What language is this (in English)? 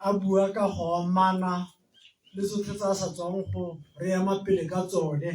Tswana